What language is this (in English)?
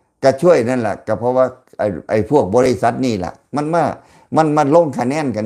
Lao